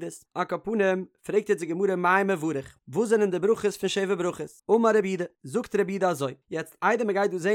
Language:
Yiddish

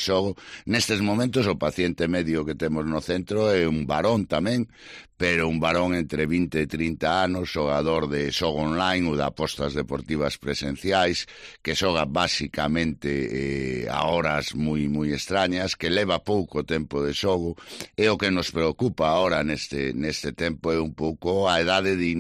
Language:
Galician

